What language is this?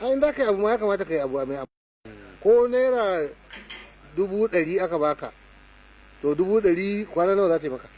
Hausa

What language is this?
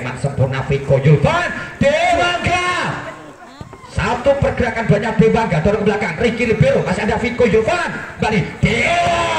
Indonesian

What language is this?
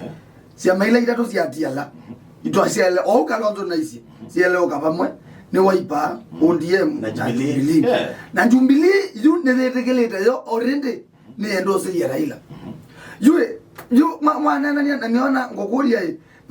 Kamba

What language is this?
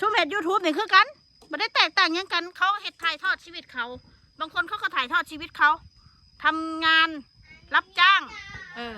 Northeastern Thai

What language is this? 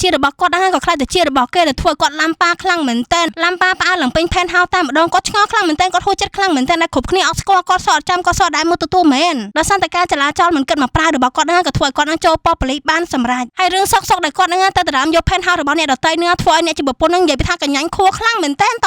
Khmer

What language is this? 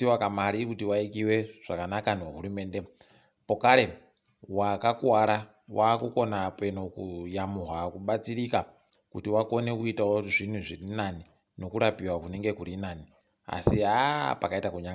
Ndau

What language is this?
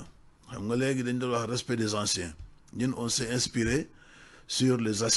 Wolof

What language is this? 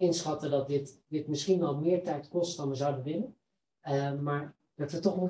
Dutch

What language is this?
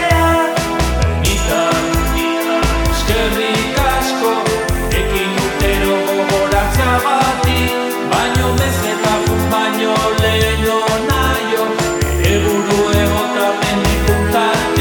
Basque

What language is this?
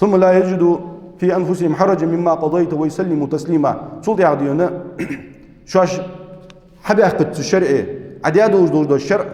Ingush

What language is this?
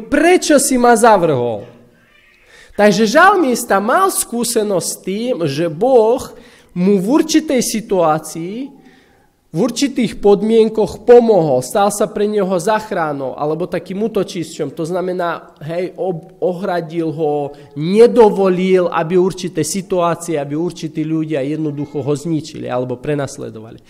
Slovak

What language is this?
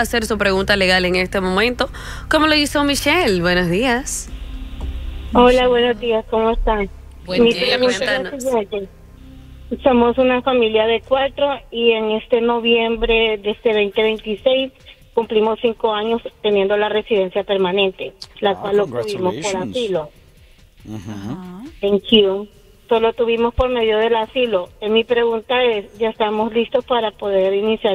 Spanish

